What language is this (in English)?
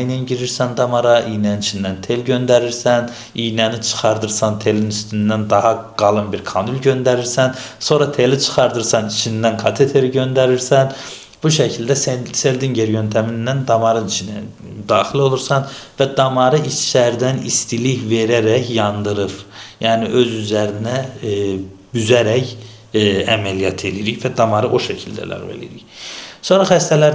Azerbaijani